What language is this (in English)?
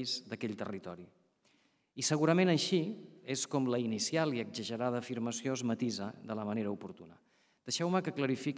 Catalan